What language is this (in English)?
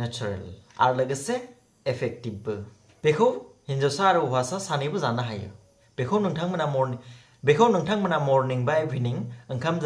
Bodo